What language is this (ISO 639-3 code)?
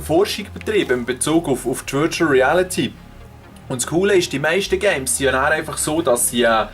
gsw